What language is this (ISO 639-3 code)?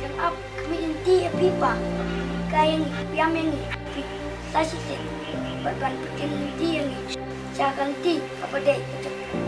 kha